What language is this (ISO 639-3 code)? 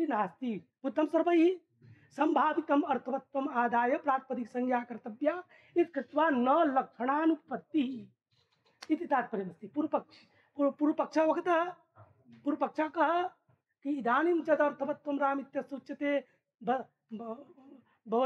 san